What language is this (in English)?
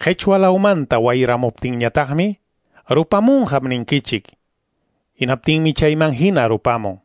Quechua